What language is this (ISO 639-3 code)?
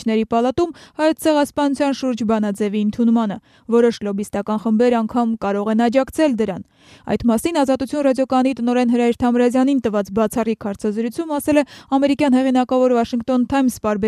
hye